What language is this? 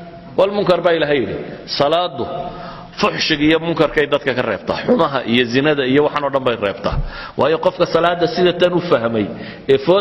Somali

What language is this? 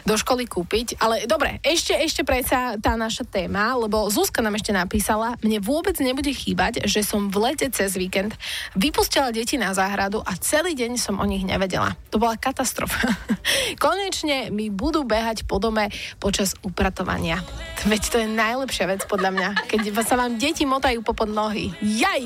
Slovak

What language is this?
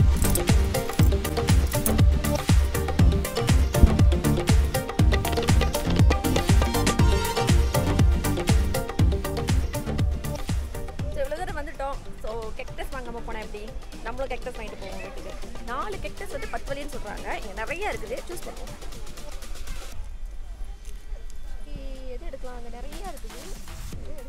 Tamil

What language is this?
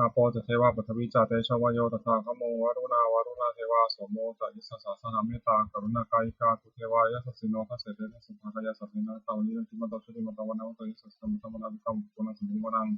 Pali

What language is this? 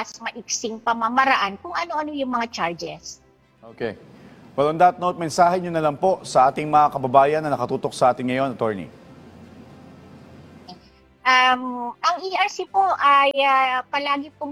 Filipino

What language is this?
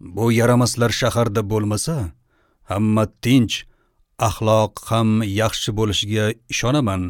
Uzbek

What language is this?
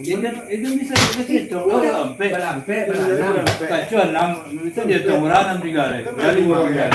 Minangkabau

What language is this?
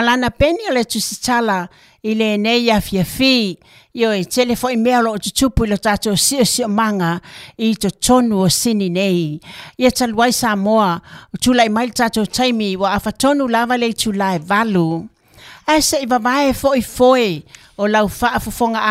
Samoan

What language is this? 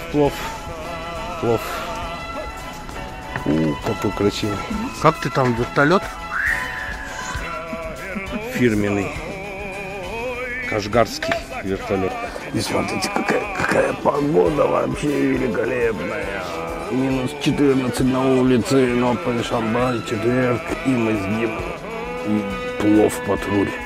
Russian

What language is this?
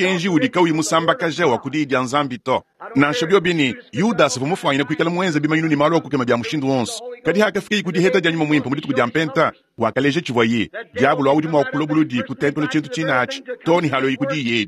Luba-Lulua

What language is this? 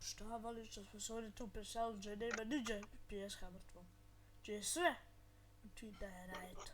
Bosnian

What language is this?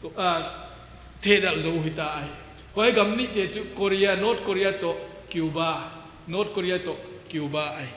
Paite Chin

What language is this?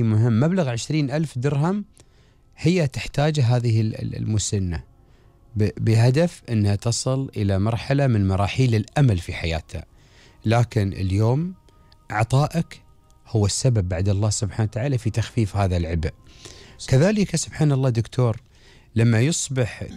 Gulf Arabic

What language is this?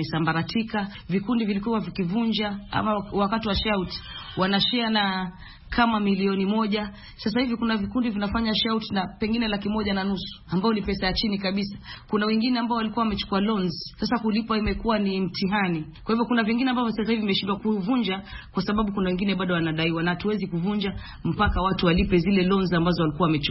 Swahili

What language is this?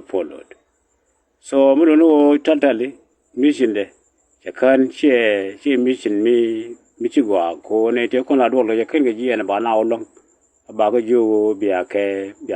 Nuer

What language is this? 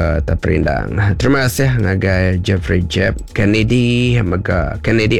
Iban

